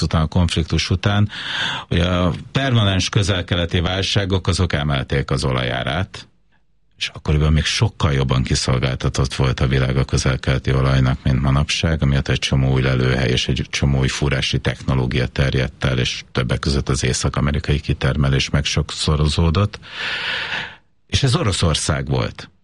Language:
Hungarian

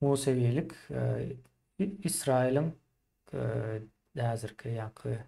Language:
Turkmen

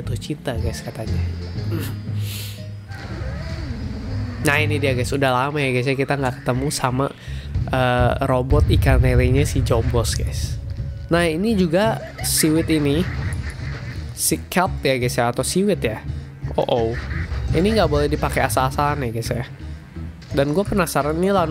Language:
Indonesian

